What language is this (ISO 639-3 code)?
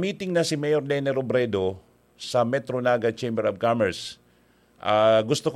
bik